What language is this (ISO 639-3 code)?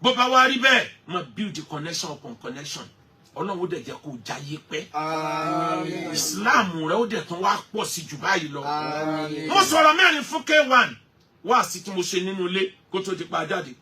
yor